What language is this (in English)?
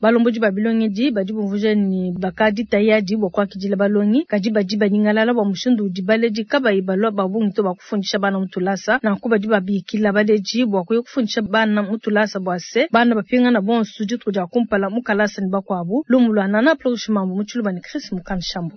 Luba-Lulua